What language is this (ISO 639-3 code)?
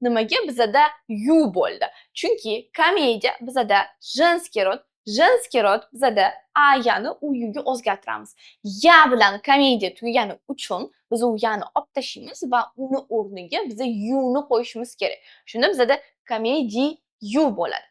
uzb